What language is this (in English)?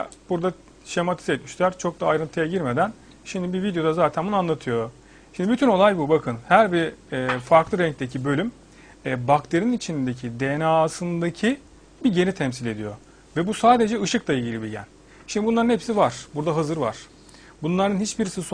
Turkish